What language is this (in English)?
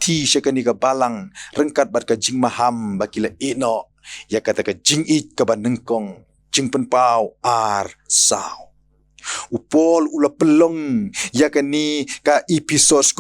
Khasi